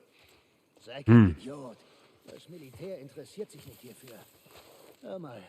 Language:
Bavarian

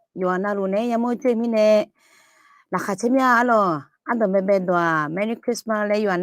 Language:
Akha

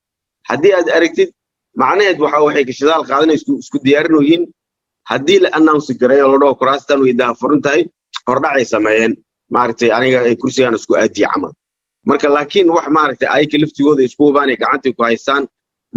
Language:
Somali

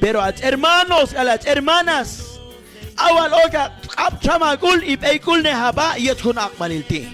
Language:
Q'anjob'al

